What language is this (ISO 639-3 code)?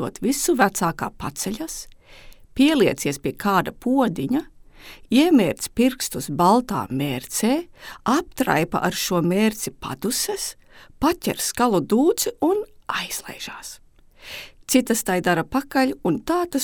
lav